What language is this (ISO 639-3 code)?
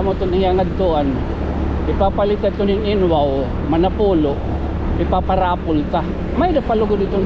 war